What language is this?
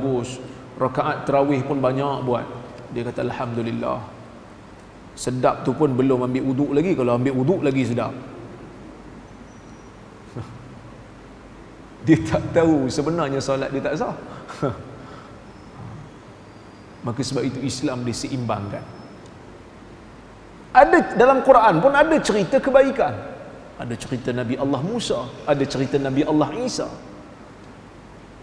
Malay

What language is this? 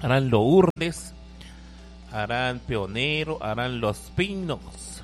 Kekchí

